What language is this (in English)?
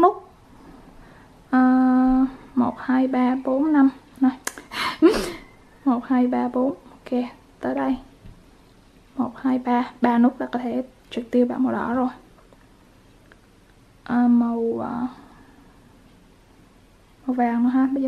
Vietnamese